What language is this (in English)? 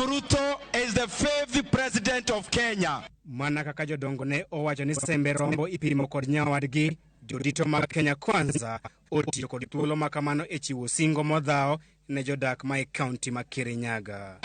Luo (Kenya and Tanzania)